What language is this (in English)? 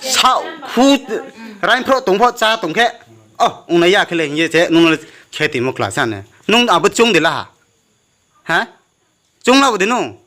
Riang (India)